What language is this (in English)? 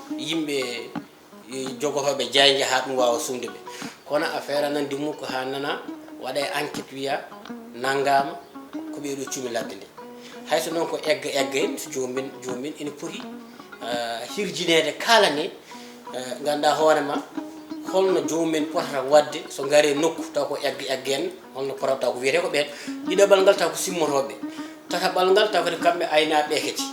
Fula